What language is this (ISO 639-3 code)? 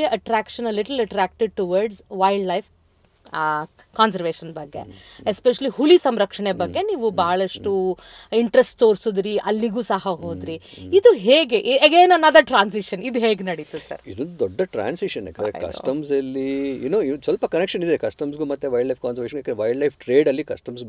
kan